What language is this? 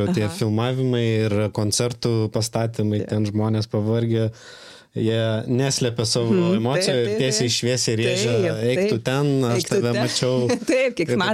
Lithuanian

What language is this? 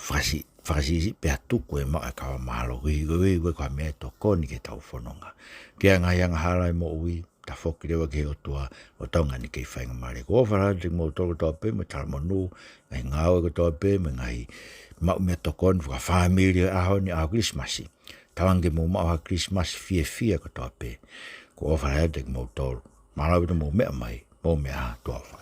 Tongan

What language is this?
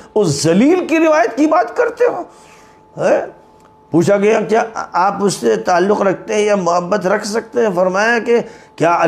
Urdu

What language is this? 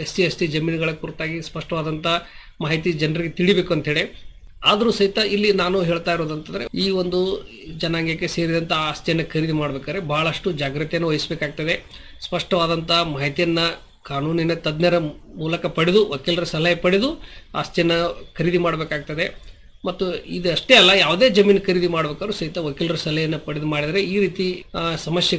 Kannada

